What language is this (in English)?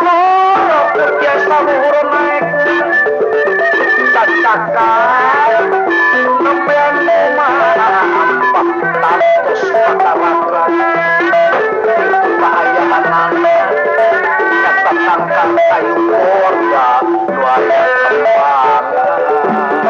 Sundanese